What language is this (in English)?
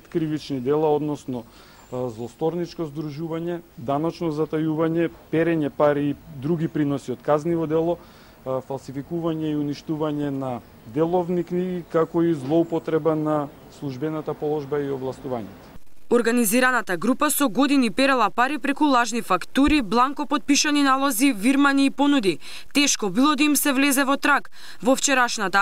Macedonian